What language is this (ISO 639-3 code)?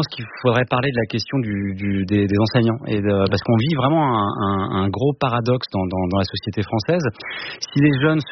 fra